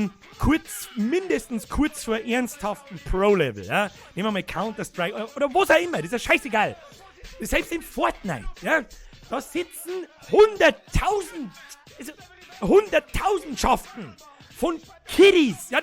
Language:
Bavarian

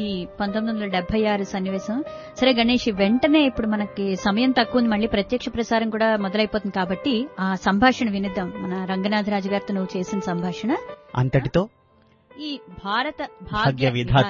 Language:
Telugu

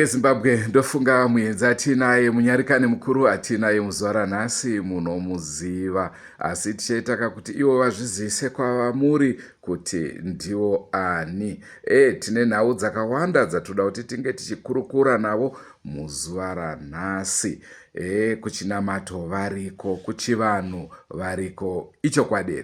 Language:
Shona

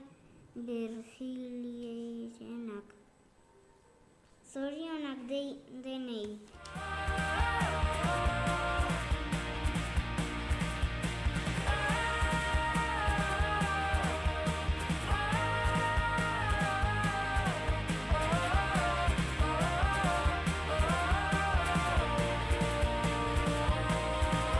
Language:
Basque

